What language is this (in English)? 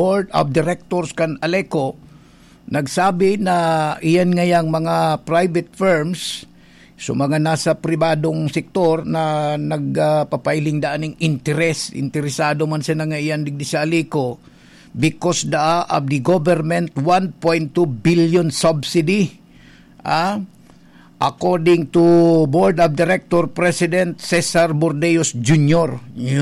Bikol